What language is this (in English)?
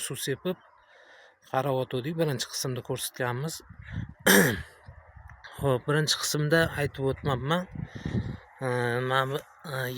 Uzbek